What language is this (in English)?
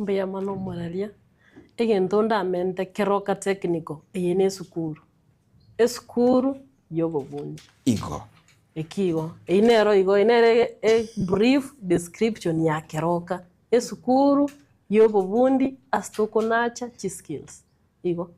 Gusii